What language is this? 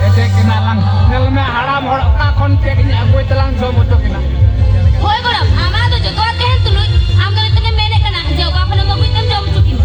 Santali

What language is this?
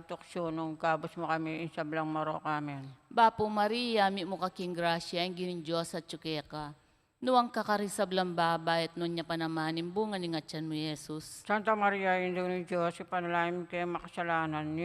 Pampanga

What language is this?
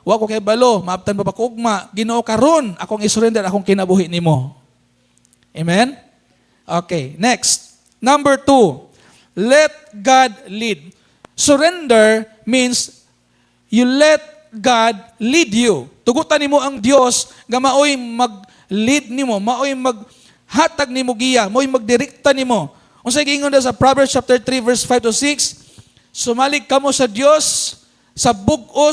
Cebuano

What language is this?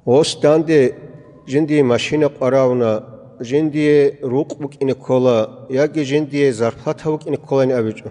Avaric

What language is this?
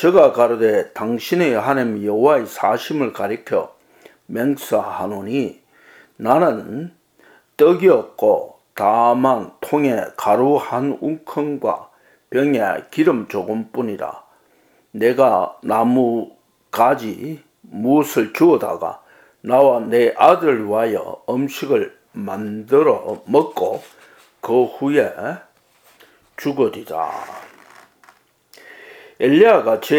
Korean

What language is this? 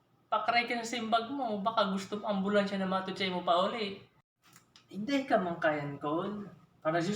Bikol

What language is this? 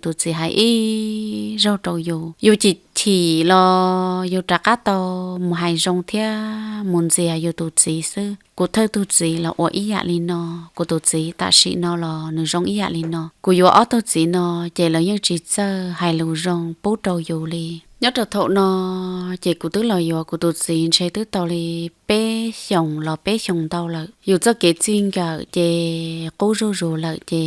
Hmong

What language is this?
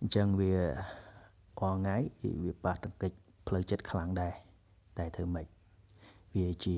Khmer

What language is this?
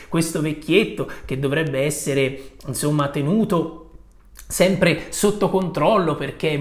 Italian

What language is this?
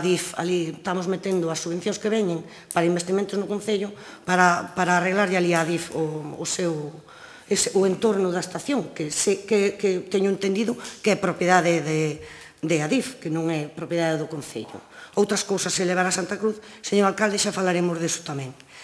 Galician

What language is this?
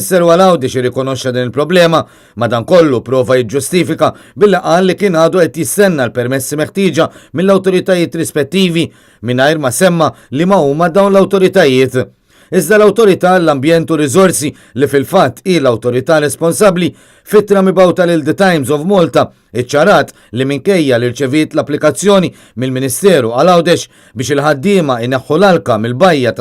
Maltese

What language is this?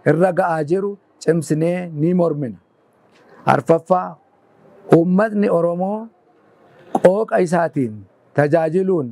Oromo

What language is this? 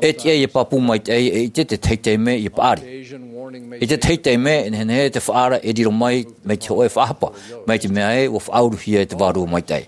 Tahitian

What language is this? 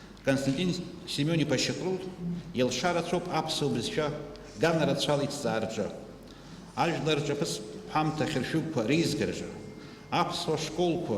Abkhazian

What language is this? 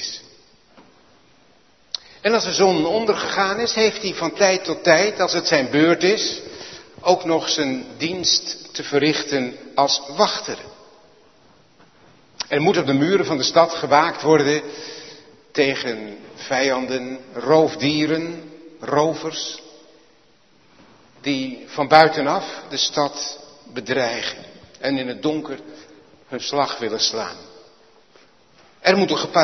Dutch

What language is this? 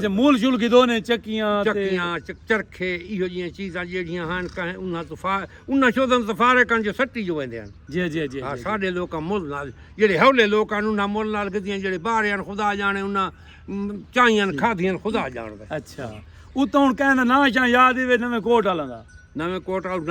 Saraiki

